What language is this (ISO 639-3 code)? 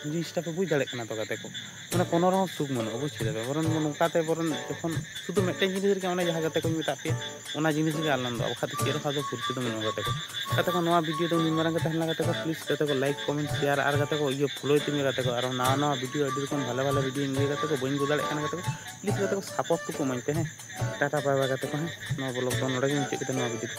sat